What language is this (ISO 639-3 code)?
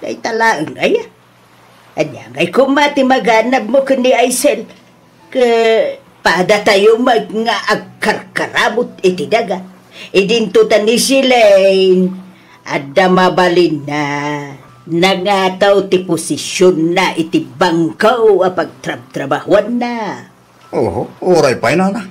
ilo